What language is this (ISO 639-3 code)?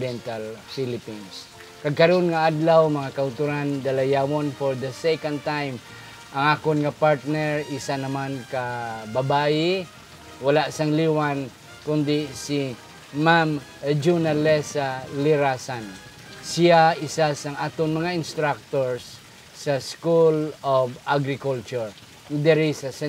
hil